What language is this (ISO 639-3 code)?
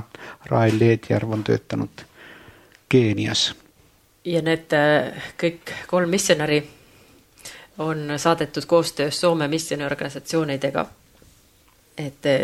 est